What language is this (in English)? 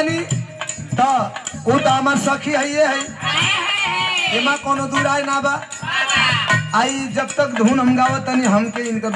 Bhojpuri